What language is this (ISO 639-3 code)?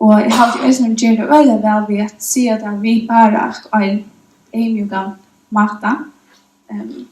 fao